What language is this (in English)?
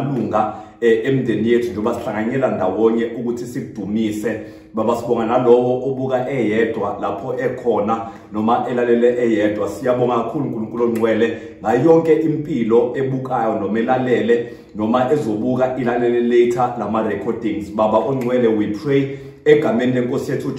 Zulu